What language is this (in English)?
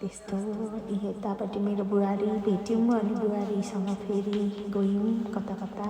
Nepali